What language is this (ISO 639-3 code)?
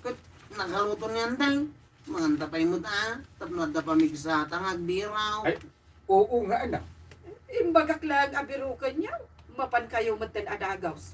ilo